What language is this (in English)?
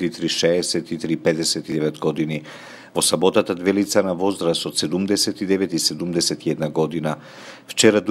Macedonian